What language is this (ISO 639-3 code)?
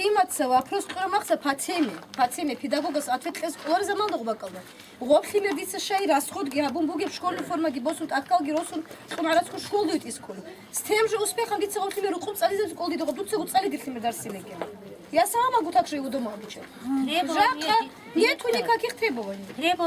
ava